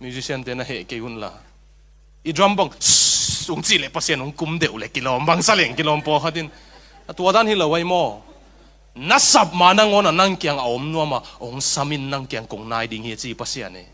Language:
Tedim Chin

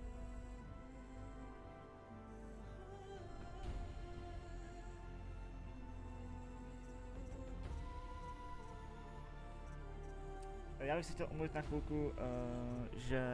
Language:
Czech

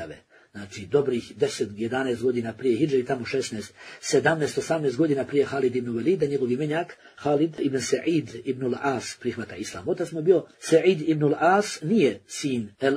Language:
Bosnian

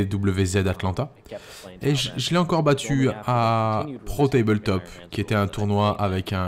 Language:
French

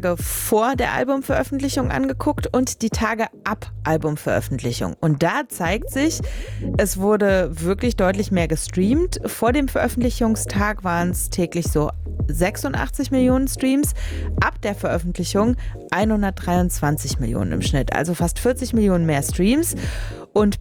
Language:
German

